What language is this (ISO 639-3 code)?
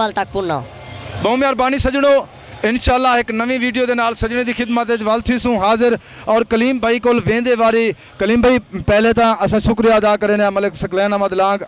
skr